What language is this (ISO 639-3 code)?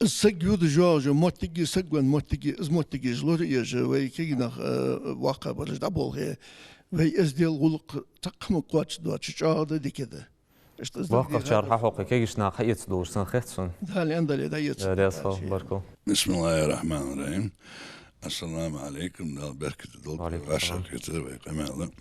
inh